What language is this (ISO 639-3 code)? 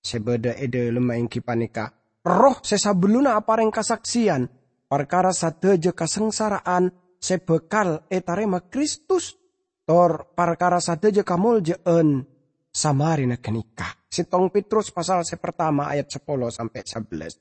mad